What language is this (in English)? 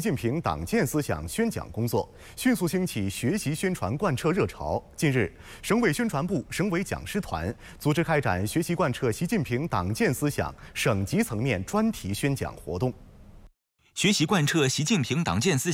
Chinese